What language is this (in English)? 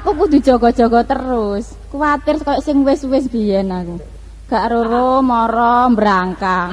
Javanese